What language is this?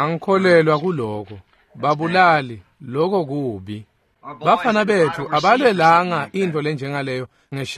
Swati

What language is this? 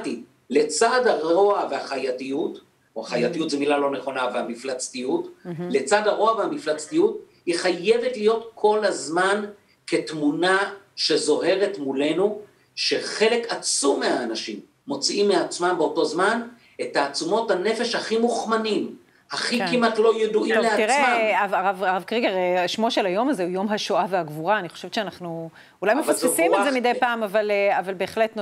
Hebrew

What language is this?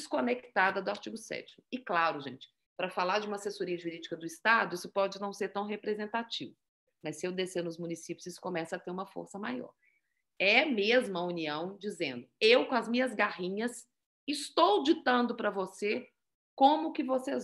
Portuguese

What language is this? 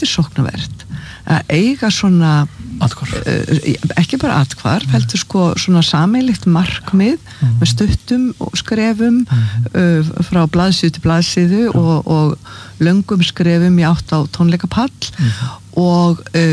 Icelandic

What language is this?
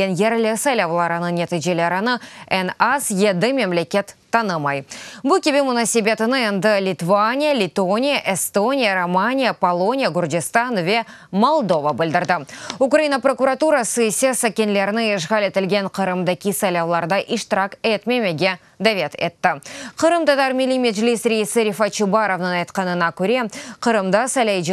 Crimean Tatar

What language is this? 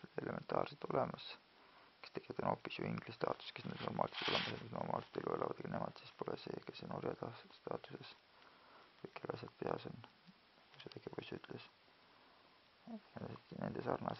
Estonian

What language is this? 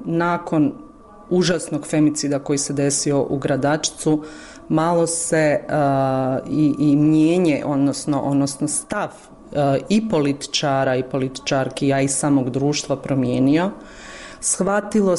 Bosnian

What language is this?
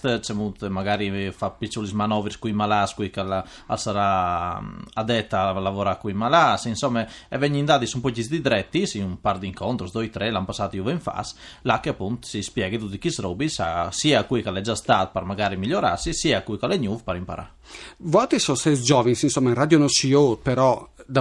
Friulian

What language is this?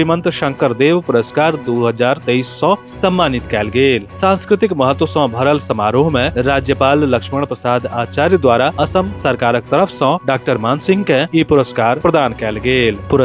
Maithili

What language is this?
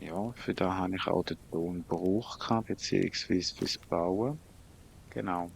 Swiss German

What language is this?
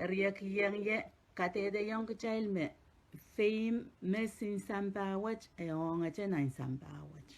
Pohnpeian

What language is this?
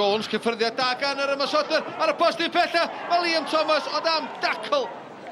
Welsh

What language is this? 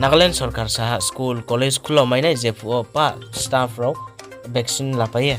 Riang (India)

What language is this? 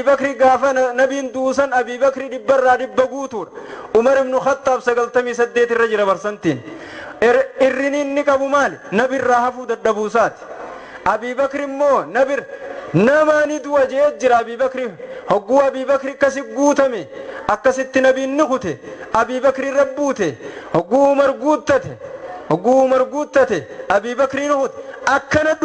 Oromo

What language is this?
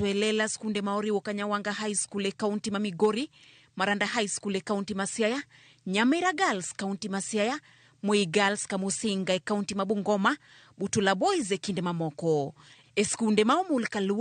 Luo (Kenya and Tanzania)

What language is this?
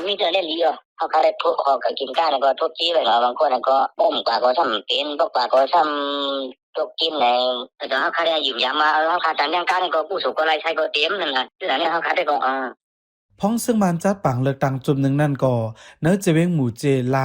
Shan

